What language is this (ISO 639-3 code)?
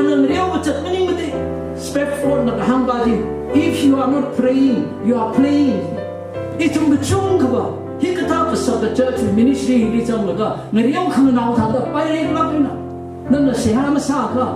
nmf